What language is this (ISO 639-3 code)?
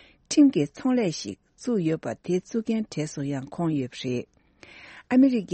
bod